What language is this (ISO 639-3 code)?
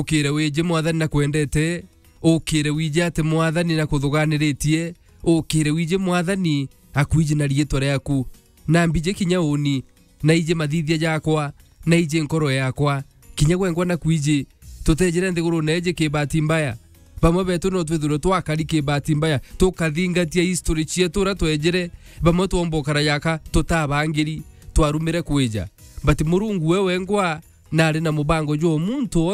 mer